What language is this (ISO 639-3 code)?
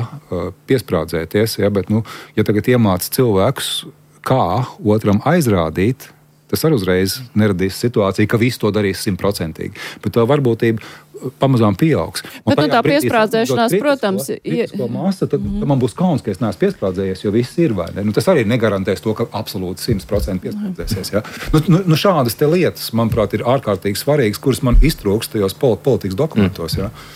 lav